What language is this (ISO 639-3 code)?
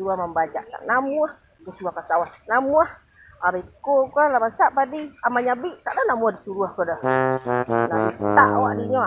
min